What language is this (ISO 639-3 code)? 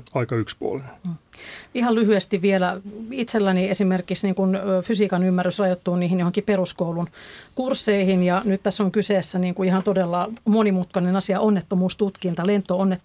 fin